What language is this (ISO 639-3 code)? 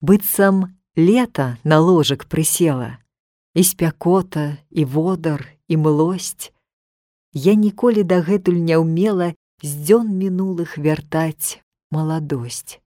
bel